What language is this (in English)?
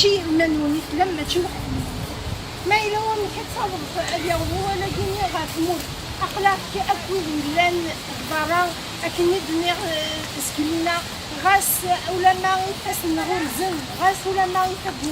Kabyle